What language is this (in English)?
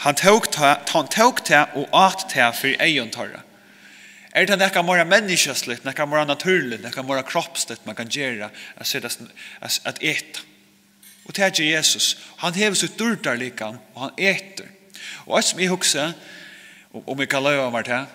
Faroese